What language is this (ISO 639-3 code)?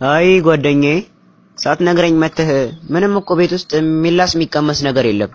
amh